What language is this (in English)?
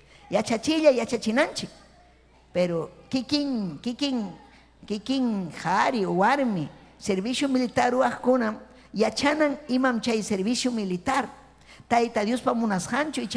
Ayacucho Quechua